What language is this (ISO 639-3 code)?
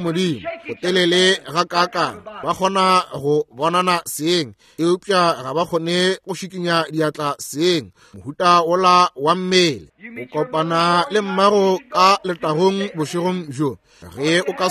nso